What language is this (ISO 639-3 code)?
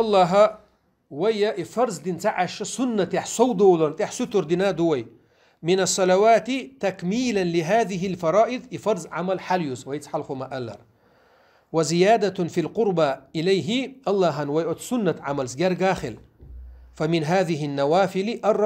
che